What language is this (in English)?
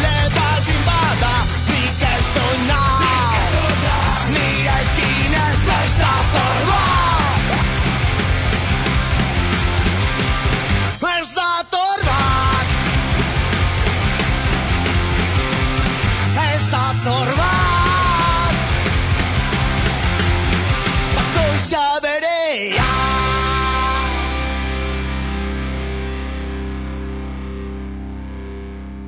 Basque